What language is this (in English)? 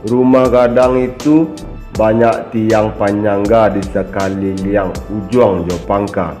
Minangkabau